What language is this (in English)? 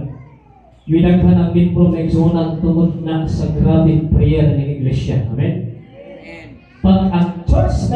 Cebuano